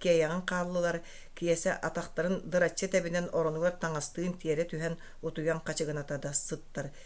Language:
Yakut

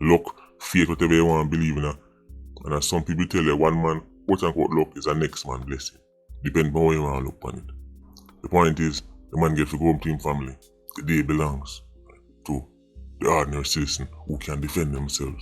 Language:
Jamaican Creole English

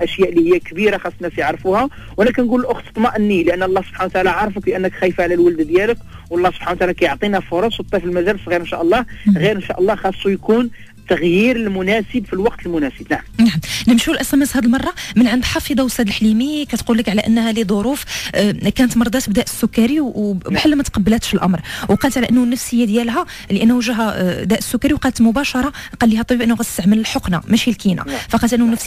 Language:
Moroccan Arabic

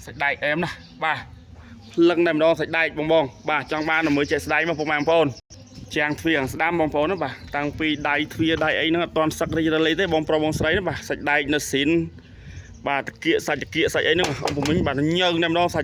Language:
Khmer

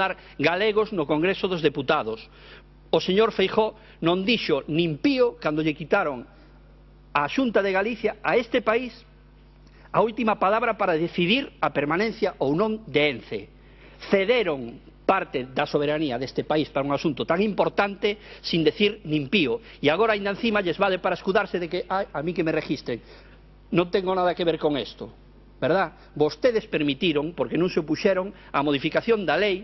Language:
Galician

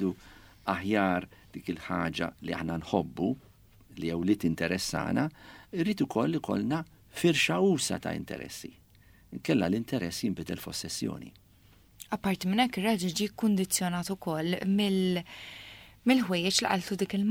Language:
Maltese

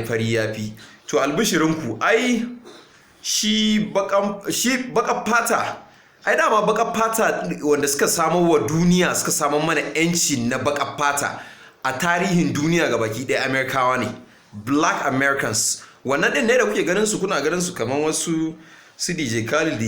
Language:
Hausa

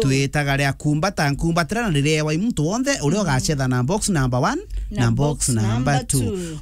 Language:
Meru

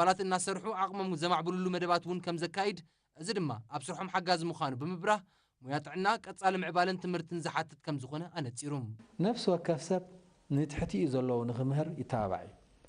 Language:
Tigrinya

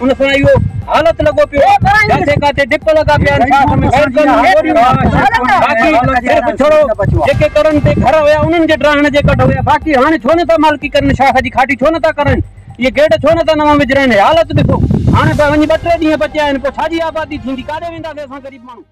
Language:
Sindhi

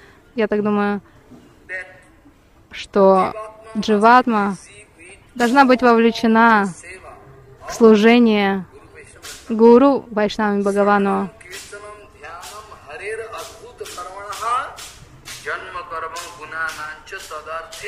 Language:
Russian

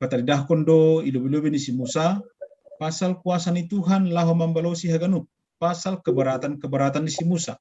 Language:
Batak Simalungun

